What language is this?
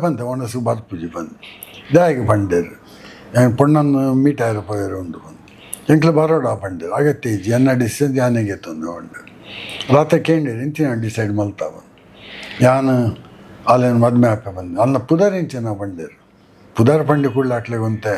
Tulu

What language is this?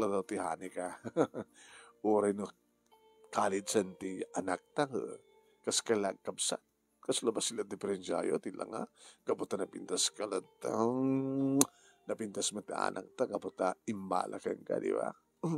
Iloko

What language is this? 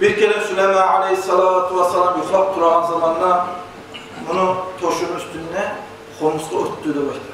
Kumyk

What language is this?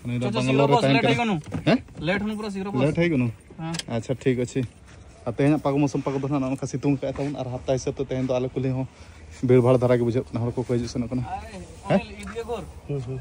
Santali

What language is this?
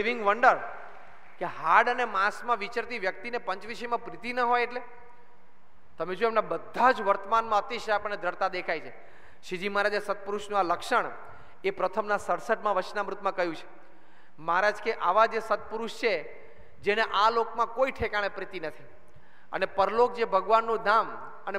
Gujarati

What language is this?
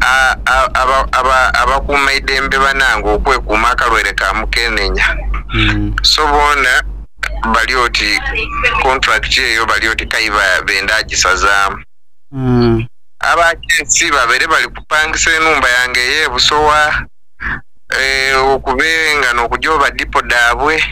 Soga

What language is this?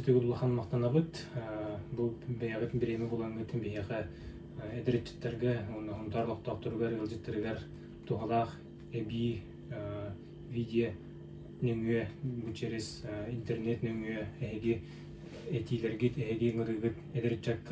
Yakut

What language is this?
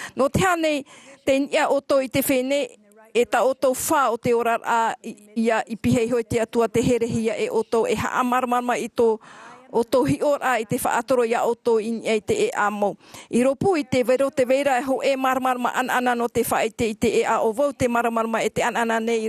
Tahitian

